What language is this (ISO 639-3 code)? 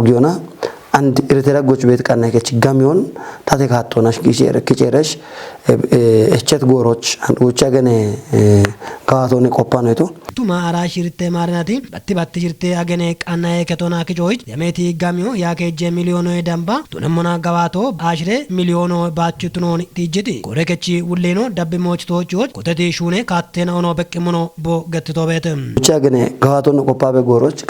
kbr